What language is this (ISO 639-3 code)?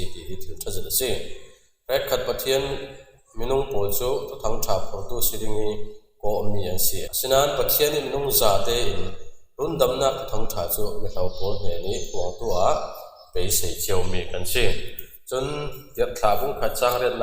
cfm